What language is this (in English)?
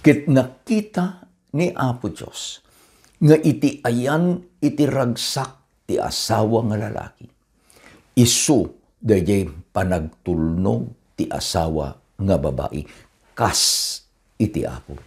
Iloko